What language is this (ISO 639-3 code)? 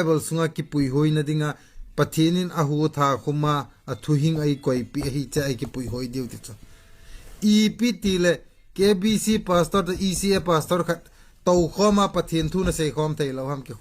tcz